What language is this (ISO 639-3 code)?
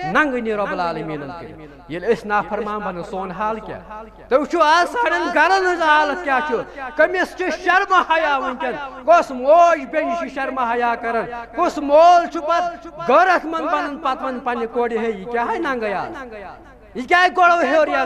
kas